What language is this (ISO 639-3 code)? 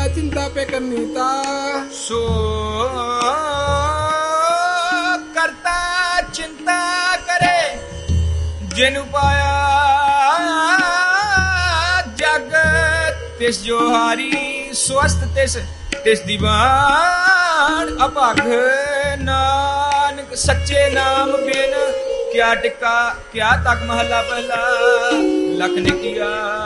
pan